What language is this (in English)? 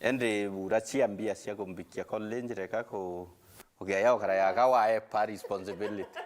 Meru